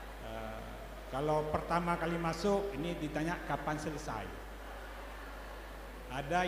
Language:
Indonesian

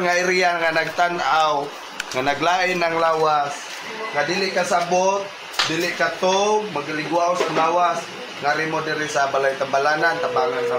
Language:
Cebuano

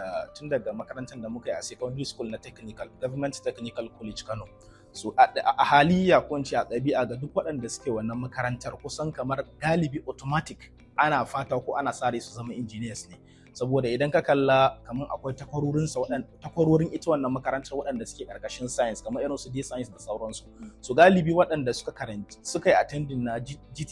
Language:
Hausa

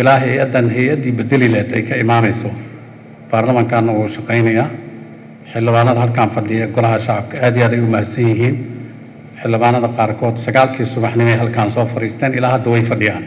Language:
Somali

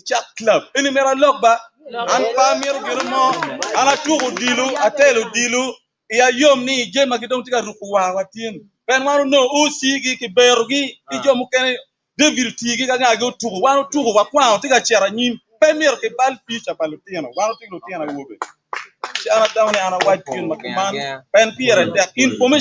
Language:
Acoli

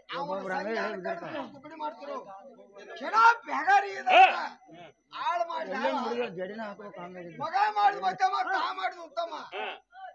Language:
Kannada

